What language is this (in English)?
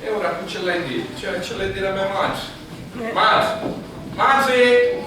Sicilian